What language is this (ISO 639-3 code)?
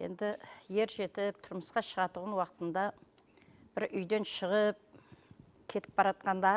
kaa